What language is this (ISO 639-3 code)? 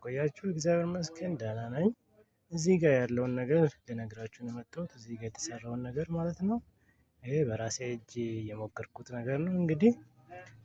amh